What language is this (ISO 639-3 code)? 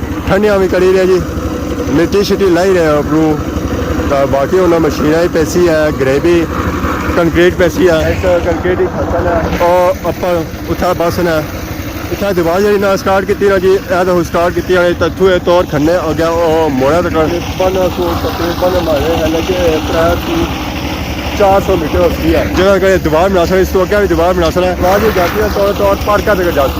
phr